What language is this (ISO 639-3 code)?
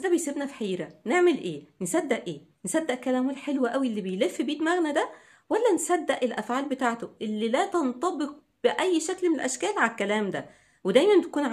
arz